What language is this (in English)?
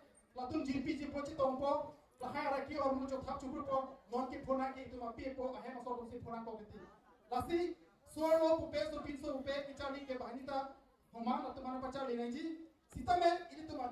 Karbi